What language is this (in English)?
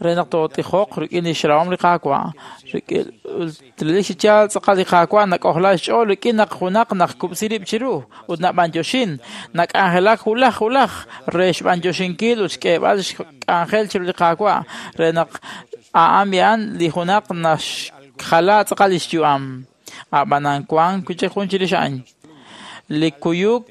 Kekchí